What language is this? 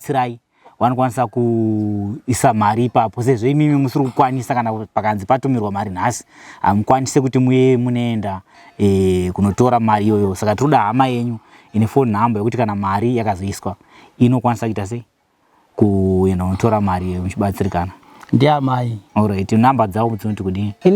Shona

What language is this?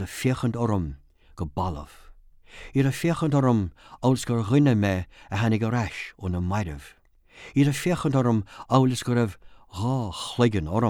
Irish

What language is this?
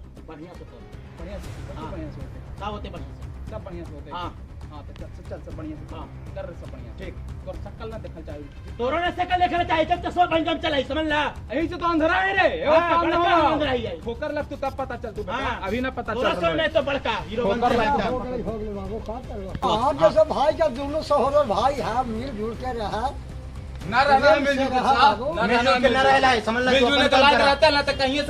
Magahi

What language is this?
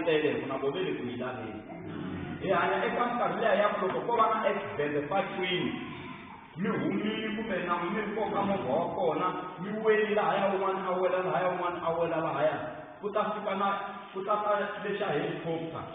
Tsonga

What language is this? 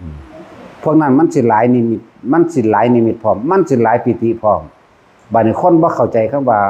Northeastern Thai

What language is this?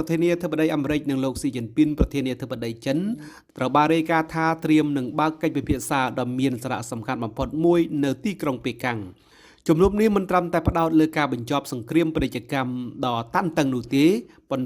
Khmer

